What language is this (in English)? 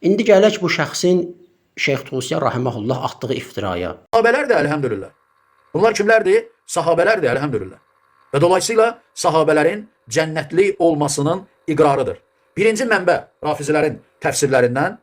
Azerbaijani